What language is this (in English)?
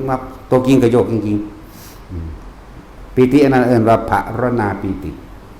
Northeastern Thai